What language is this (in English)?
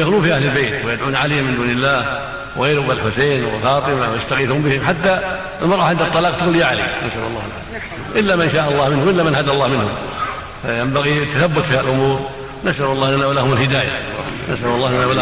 Arabic